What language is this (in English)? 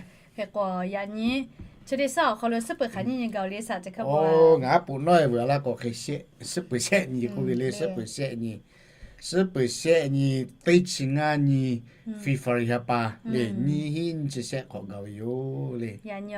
Lahu